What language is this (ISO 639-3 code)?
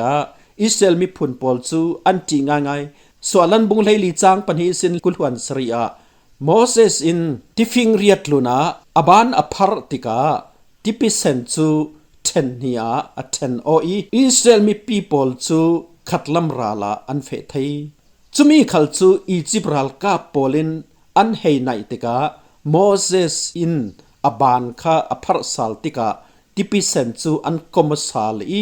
cfm